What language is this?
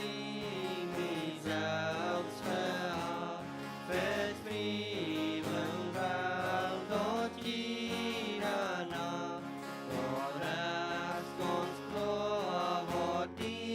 Plautdietsch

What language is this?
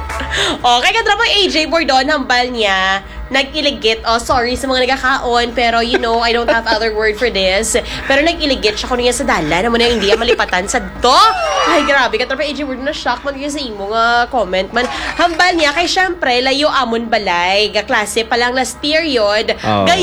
Hiligaynon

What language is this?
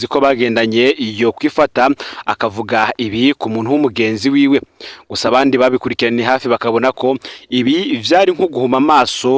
Rundi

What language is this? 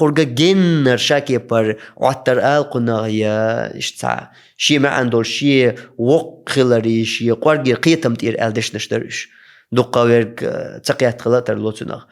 Chechen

